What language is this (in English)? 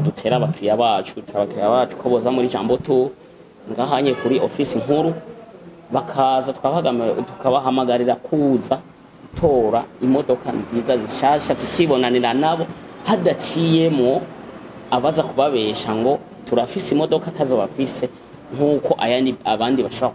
Rundi